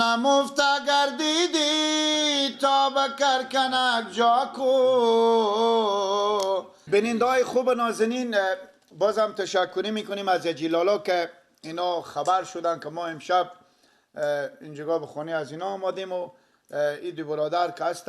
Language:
Persian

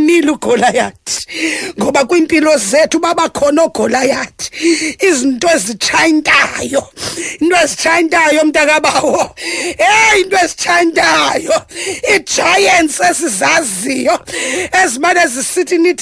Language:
Xhosa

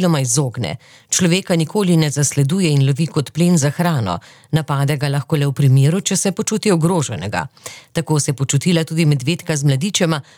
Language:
Slovenian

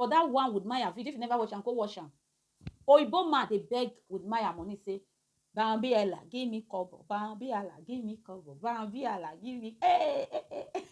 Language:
Nigerian Pidgin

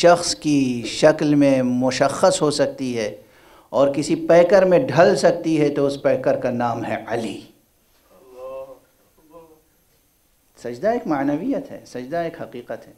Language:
Urdu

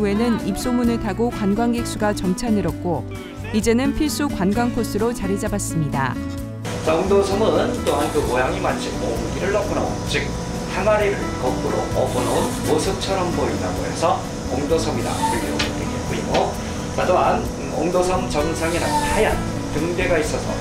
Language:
Korean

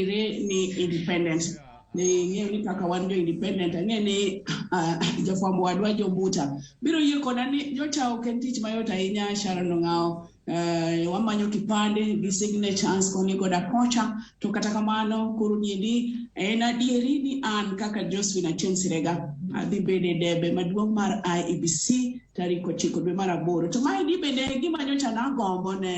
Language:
Luo (Kenya and Tanzania)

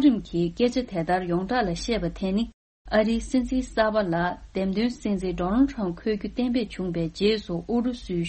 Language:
Tibetan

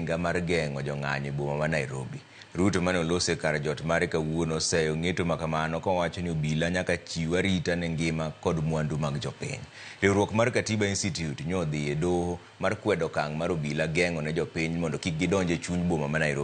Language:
Luo (Kenya and Tanzania)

